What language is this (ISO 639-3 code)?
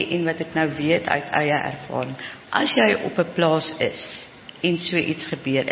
afr